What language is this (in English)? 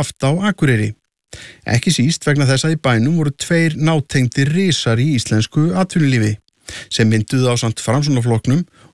Icelandic